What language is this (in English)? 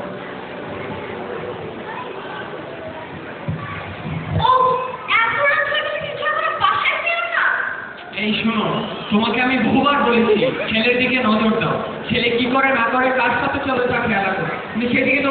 Bangla